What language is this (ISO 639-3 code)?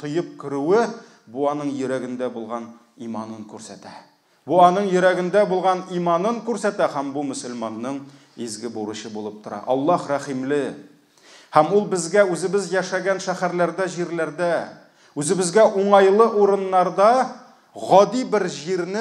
tat